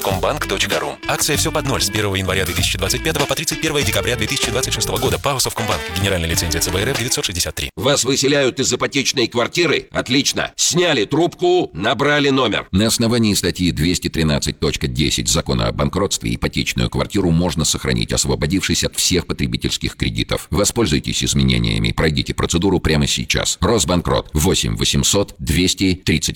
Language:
Russian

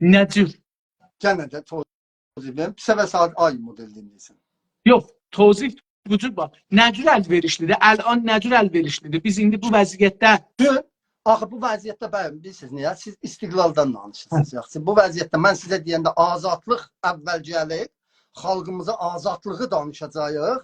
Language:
South Azerbaijani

